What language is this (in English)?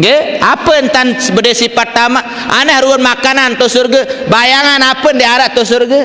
Sasak